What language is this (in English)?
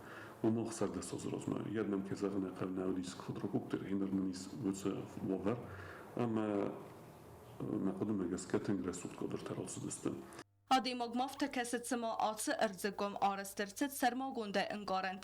Ossetic